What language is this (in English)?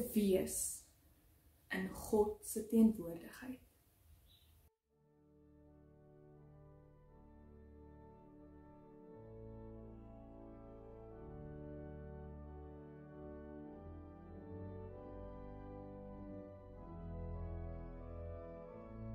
Afrikaans